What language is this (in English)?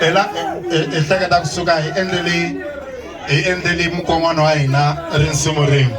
Tsonga